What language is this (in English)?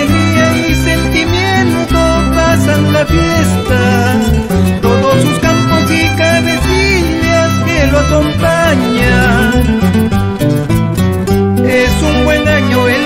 Spanish